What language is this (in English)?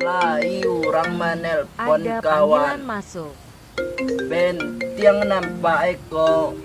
Minangkabau